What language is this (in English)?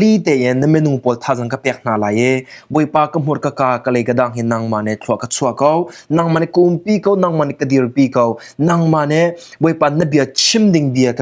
Hakha Chin